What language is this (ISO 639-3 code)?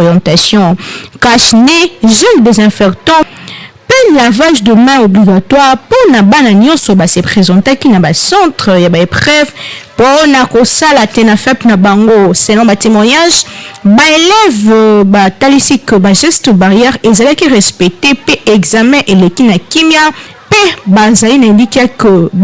lin